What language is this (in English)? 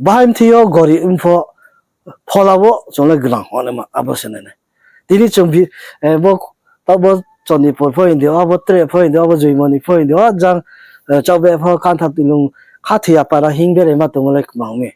Riang (India)